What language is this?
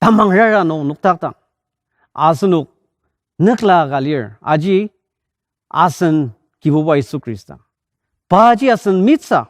Ao Naga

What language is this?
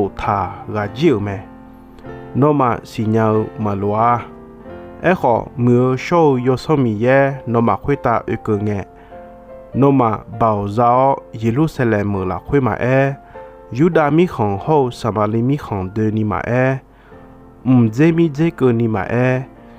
Akha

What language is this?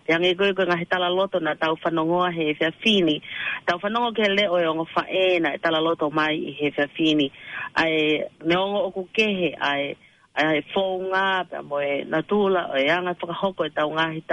Tongan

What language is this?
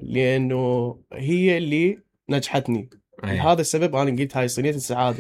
Mesopotamian Arabic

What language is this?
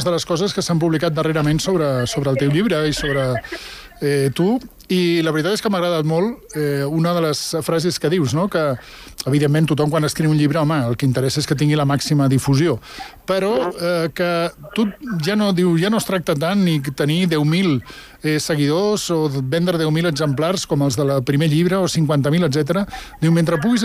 Catalan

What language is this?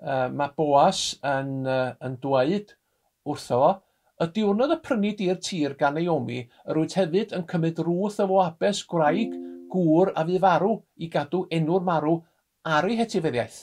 Welsh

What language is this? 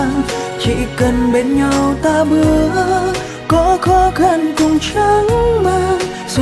Vietnamese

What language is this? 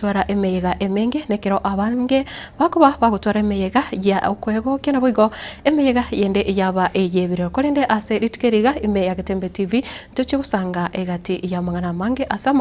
Gusii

